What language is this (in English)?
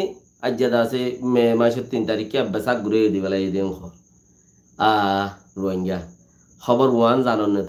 Rohingya